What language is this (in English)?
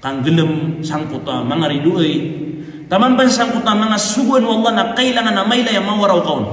Maranao